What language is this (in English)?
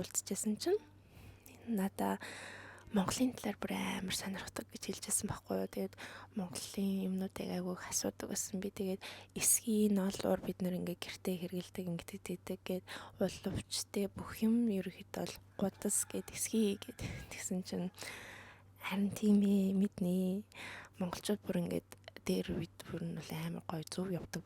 Mongolian